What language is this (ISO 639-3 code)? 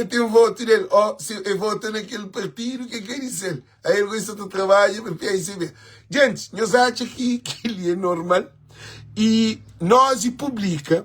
kea